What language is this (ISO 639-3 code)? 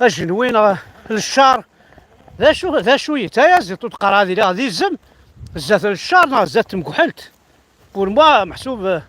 kab